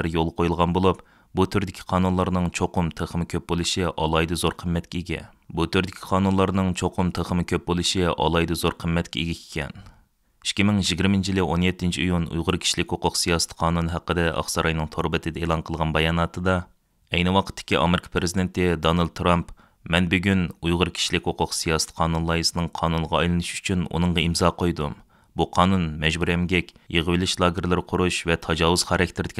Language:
Uyghur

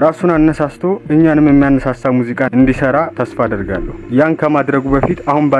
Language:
Amharic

